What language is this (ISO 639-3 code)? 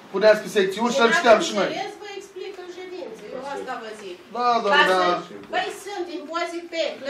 ron